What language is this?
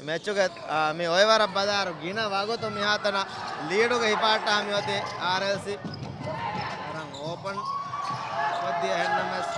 Divehi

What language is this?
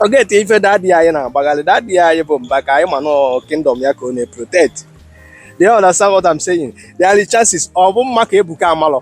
Igbo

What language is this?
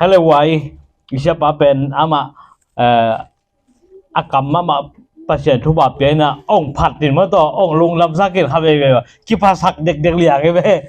Tedim Chin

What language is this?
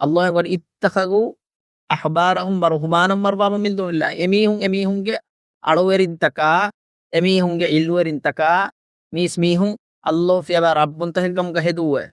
Divehi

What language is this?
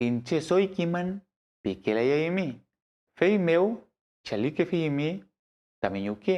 Mapuche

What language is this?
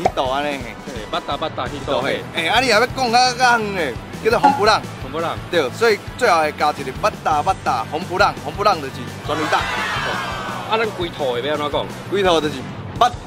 Min Nan Chinese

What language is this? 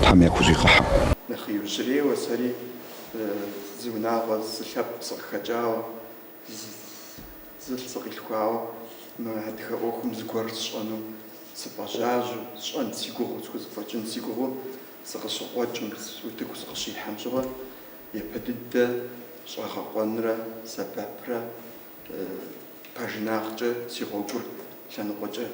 Kabardian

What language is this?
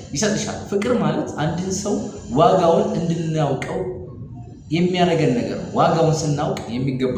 Amharic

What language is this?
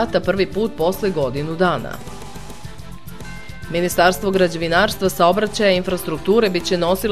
Serbian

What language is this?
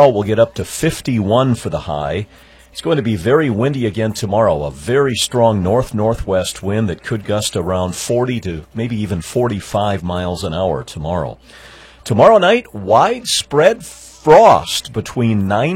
English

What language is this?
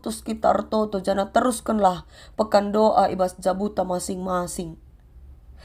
Batak Karo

